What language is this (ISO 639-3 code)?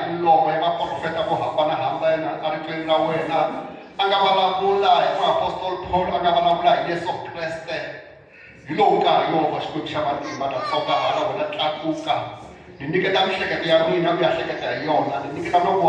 tso